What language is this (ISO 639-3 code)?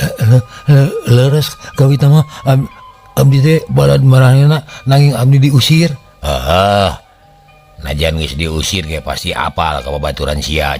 sun